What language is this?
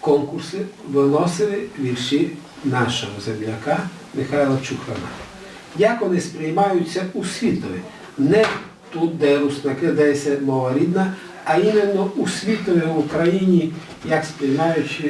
Rusyn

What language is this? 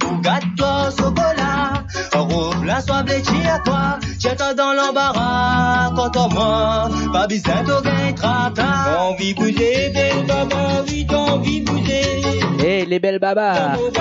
Morisyen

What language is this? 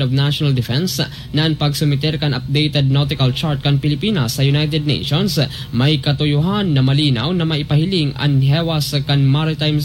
Bikol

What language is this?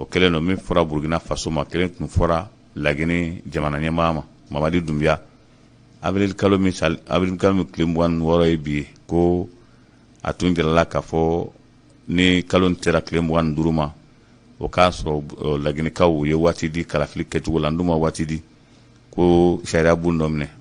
Bambara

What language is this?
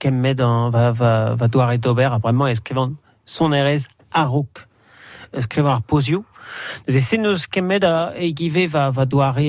Breton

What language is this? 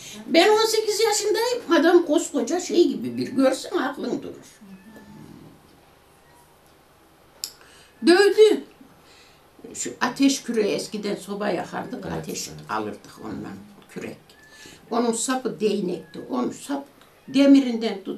Turkish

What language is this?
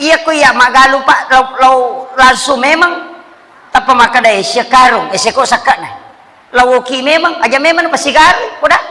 Buginese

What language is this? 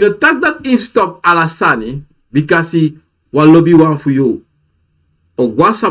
Sranan Tongo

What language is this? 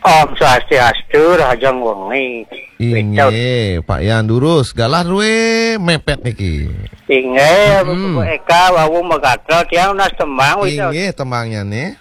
Balinese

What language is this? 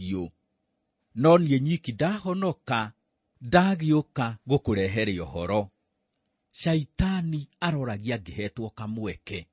Kikuyu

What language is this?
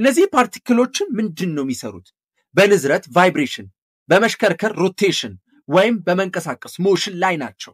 Amharic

